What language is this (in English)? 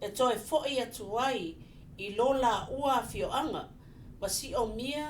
Samoan